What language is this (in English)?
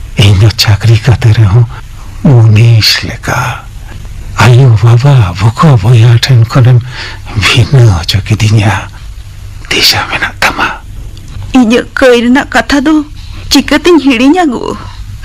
Santali